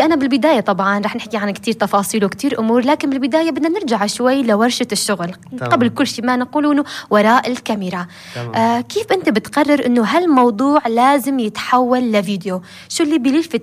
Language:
North Levantine Arabic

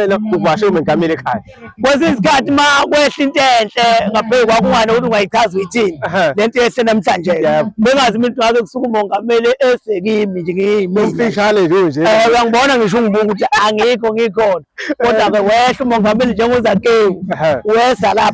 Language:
Zulu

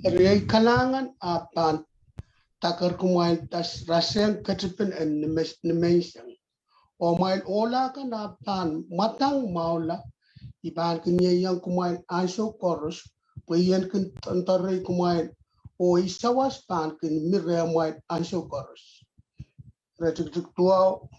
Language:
Pohnpeian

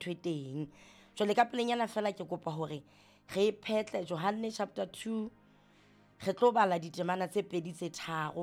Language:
Southern Sotho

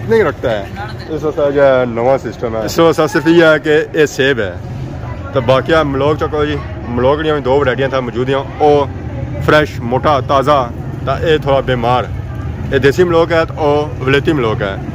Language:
Pahari-Potwari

